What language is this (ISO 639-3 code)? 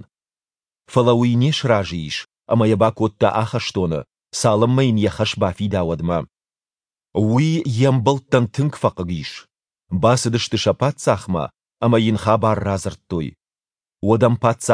oss